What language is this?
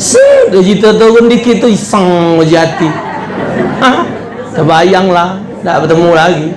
Musi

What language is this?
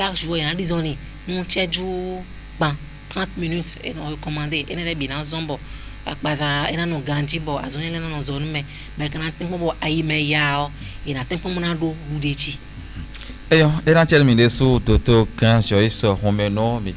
Fon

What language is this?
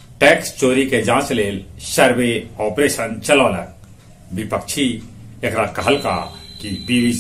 Magahi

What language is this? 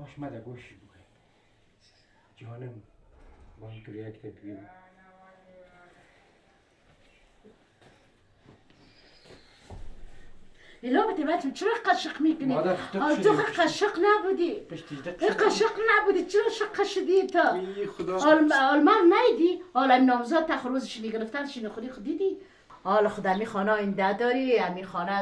Persian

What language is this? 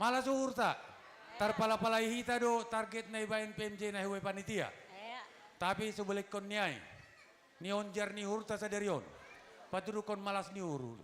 Batak Simalungun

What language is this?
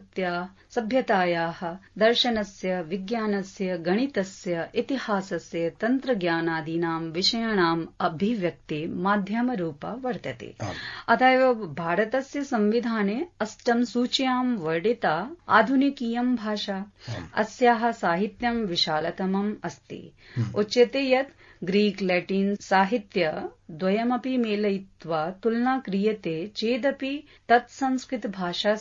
Sanskrit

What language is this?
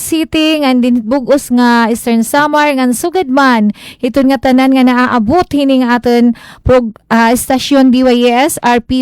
Waray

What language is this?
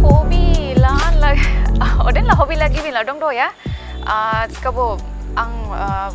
Dimasa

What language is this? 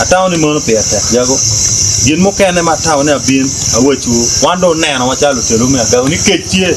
Acoli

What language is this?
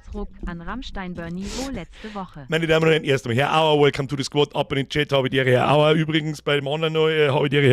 Bavarian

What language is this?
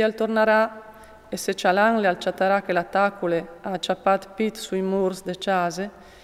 Friulian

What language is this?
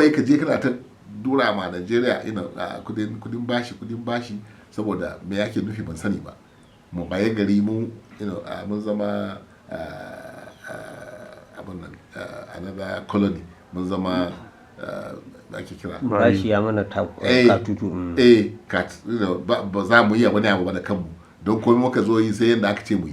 Hausa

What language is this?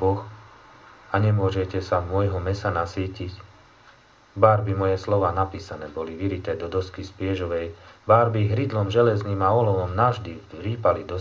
Slovak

